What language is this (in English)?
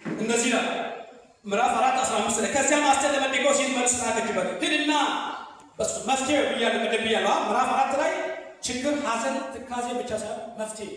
Amharic